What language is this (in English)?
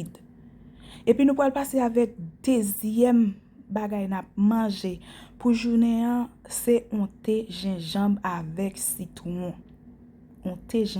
Haitian Creole